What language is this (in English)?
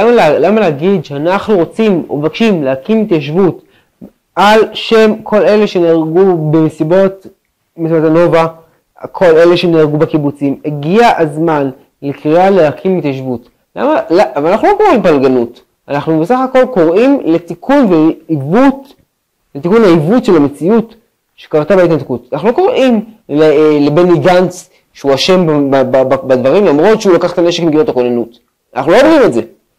Hebrew